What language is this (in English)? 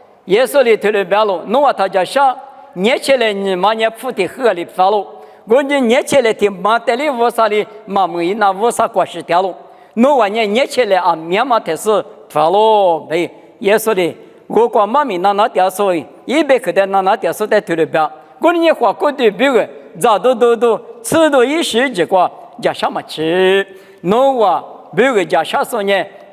Lisu